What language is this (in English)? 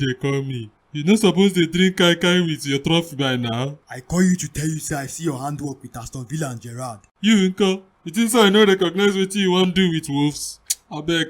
Nigerian Pidgin